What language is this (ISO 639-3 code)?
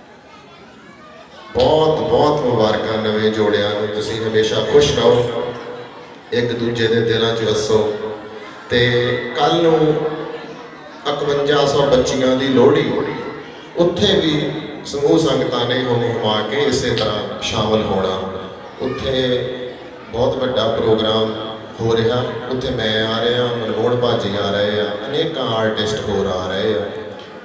pan